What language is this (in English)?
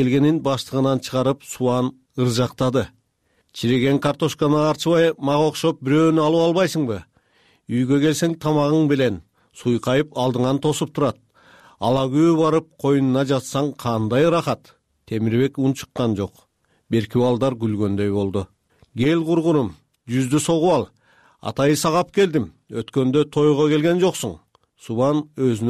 Kyrgyz